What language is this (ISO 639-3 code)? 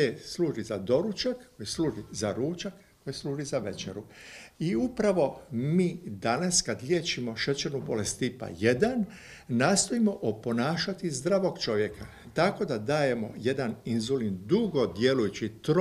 hrv